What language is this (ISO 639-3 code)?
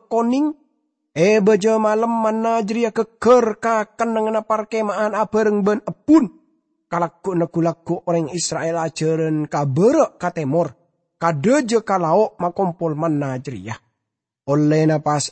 mad